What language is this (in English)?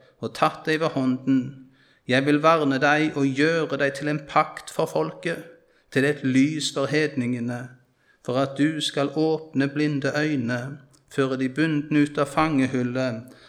Norwegian